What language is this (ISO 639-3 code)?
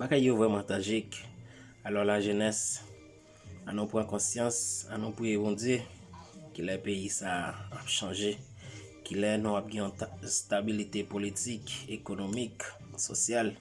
hat